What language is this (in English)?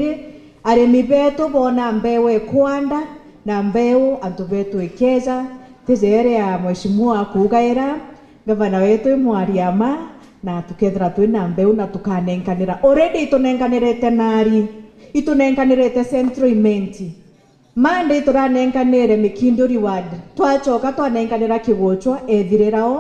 Meru